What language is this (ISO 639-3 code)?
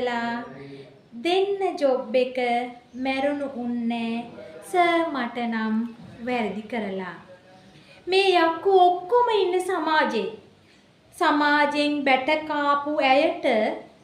sin